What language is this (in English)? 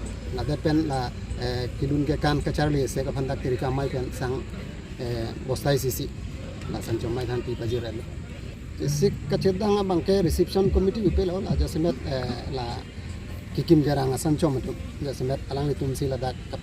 Karbi